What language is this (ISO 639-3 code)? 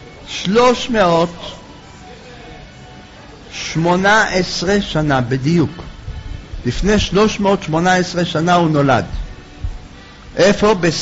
heb